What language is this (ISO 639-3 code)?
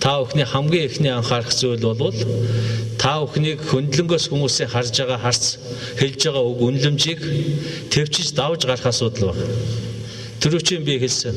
mon